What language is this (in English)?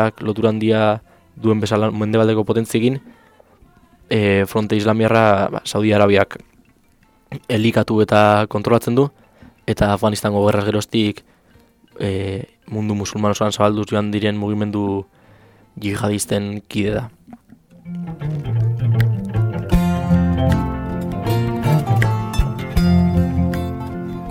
Basque